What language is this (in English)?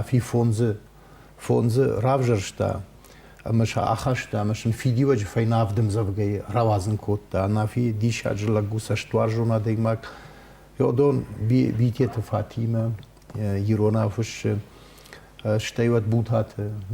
Ossetic